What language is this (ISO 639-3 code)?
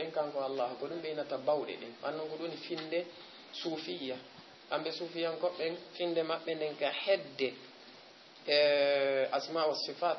ful